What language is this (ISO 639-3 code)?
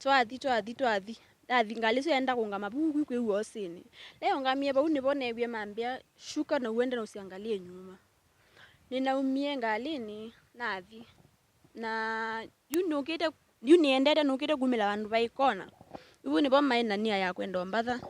kam